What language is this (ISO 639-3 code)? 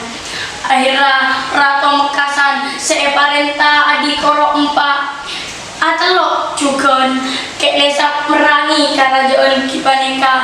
mad